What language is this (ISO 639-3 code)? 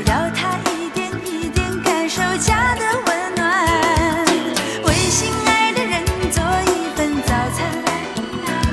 zho